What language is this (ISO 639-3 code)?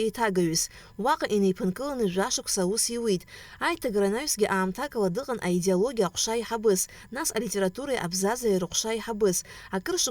abk